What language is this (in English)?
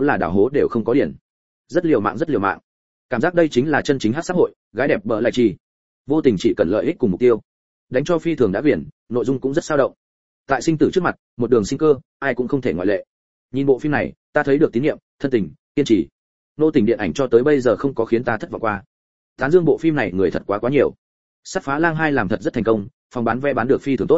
Vietnamese